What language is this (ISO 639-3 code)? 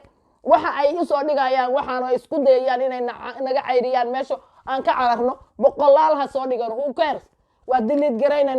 som